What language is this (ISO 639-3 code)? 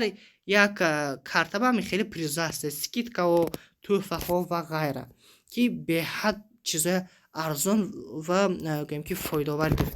tgk